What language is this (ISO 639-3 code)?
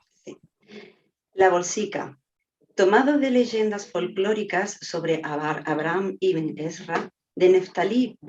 lad